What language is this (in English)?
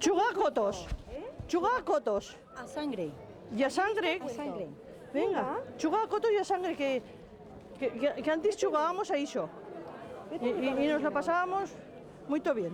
Aragonese